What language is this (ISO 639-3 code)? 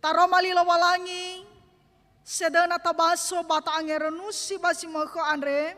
nia